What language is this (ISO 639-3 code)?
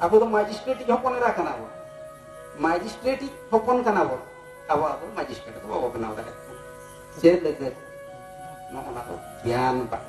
sat